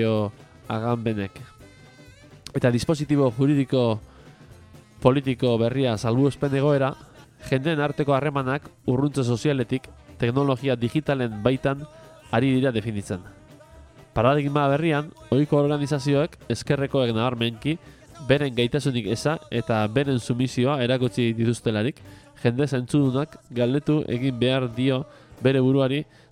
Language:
Basque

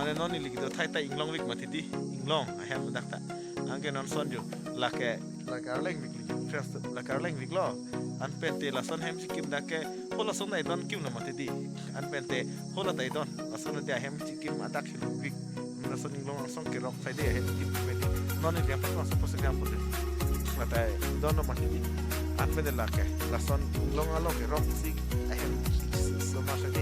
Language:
Karbi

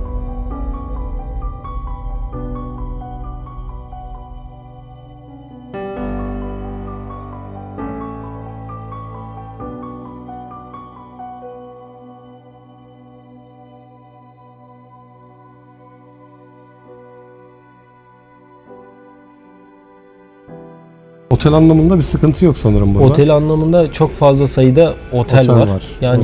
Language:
Turkish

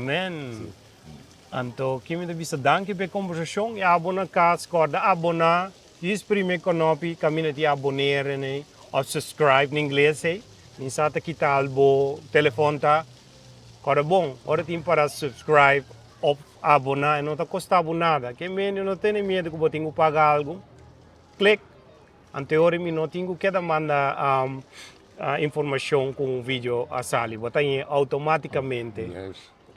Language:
Papiamento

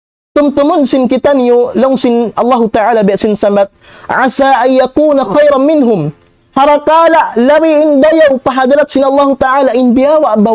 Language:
Tausug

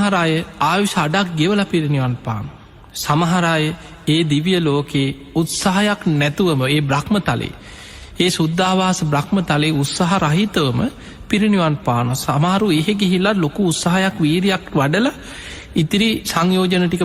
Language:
Sinhala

